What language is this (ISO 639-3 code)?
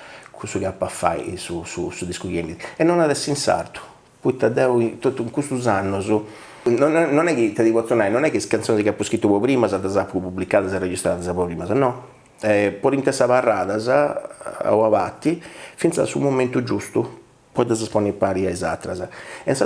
srd